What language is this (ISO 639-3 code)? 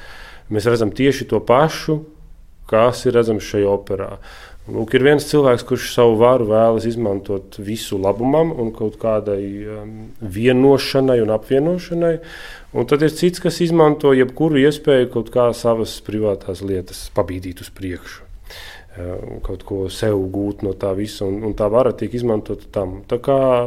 lav